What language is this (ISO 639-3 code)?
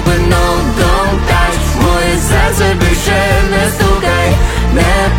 ukr